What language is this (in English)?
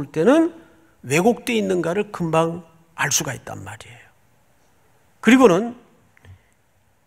Korean